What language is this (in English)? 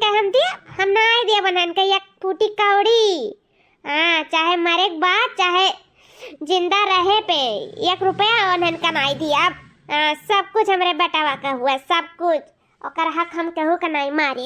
Awadhi